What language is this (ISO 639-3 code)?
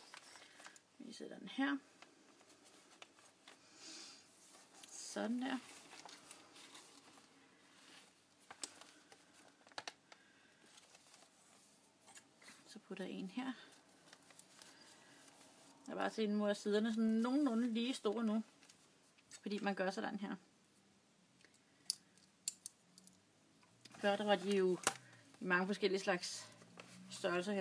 dan